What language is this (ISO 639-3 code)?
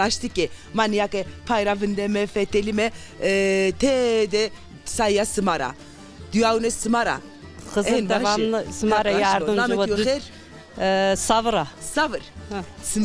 zza